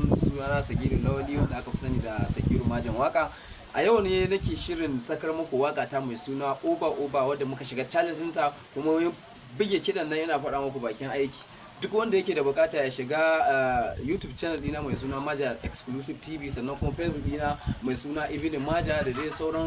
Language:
Hausa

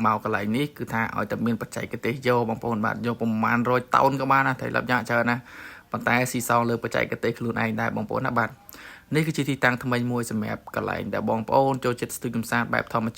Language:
Khmer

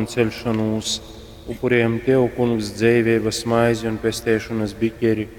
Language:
Latgalian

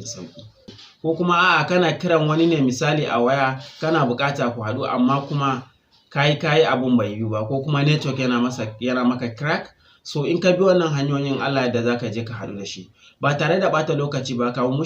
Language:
Hausa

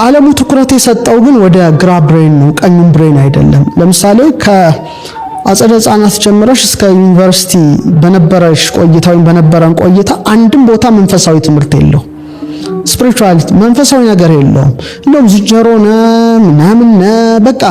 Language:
Amharic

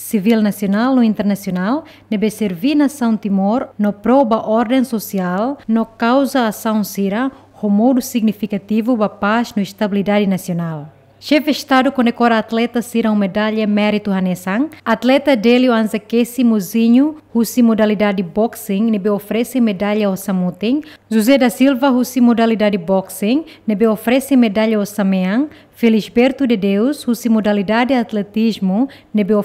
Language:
Tetum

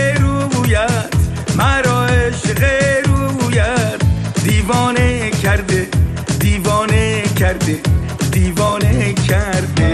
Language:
Persian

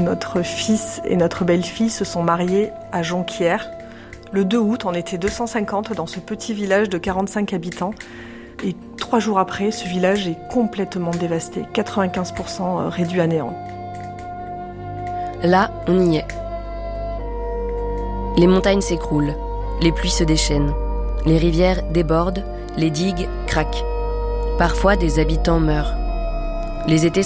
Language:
French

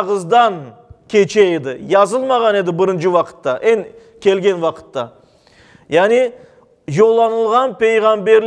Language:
Crimean Tatar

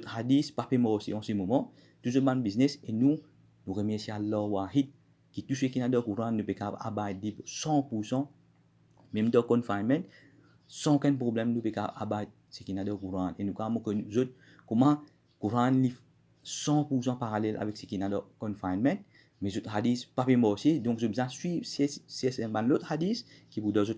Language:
Morisyen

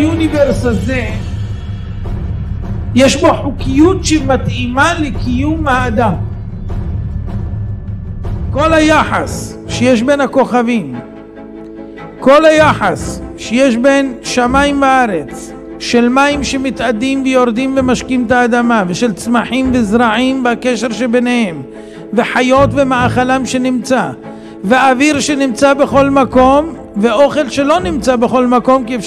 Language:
Hebrew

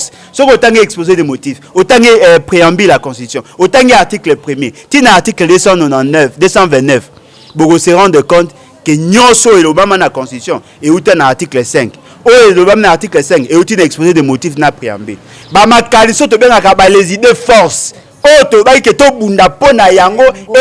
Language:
Lingala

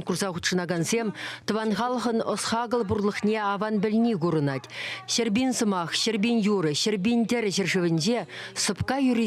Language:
Chuvash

